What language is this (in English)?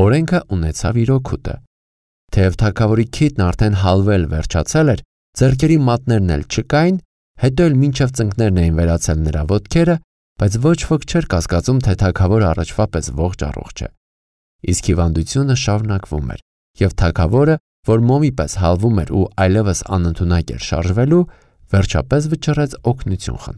Armenian